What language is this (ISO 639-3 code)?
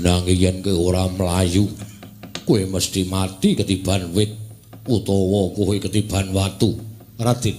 jav